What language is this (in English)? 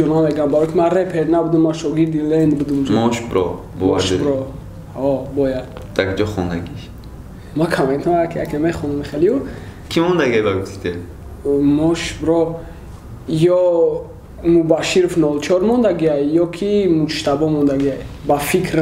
Tajik